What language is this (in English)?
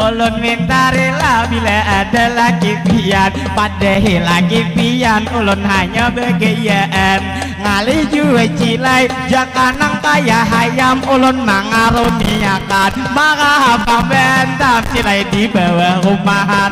Banjar